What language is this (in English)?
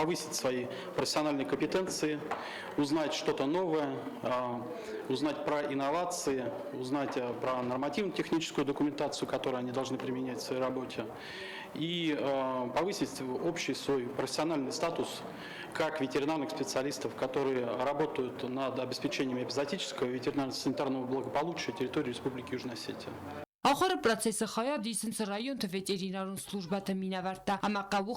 Ossetic